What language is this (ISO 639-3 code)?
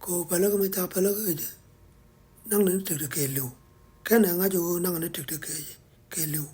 nus